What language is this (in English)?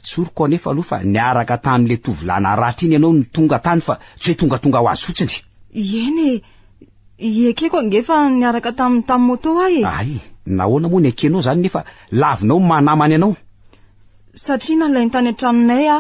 Malagasy